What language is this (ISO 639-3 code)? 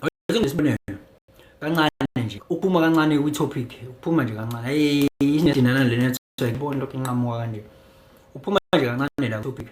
zul